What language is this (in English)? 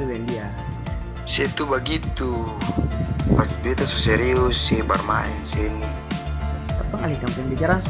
Ambonese Malay